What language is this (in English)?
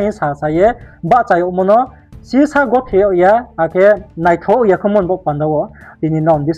Riang (India)